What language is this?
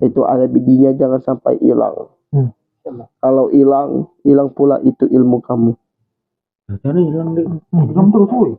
Musi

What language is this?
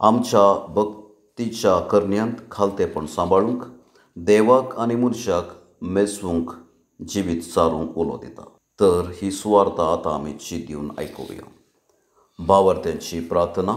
Konkani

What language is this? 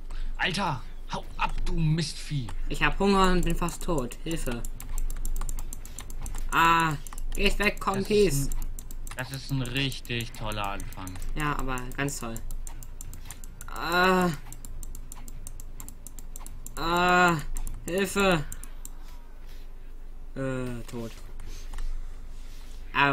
German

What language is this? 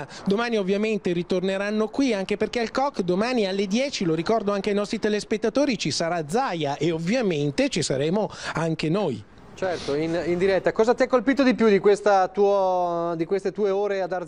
Italian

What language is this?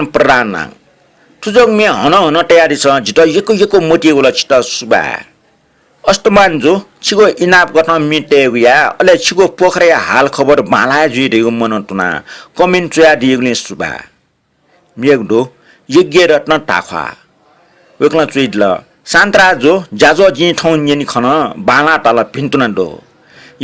Newari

